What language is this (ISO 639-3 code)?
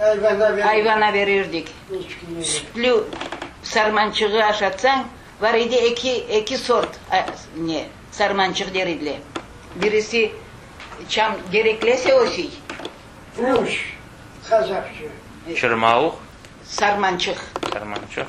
crh